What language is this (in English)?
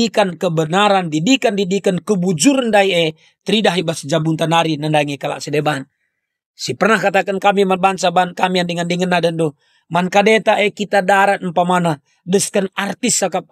Batak Karo